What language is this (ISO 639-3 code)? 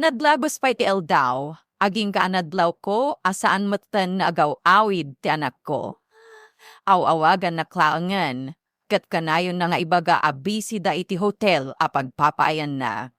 ilo